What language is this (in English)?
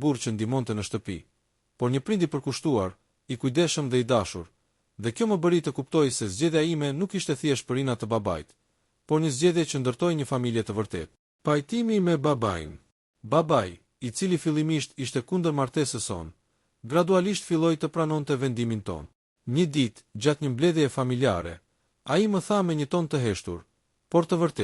Albanian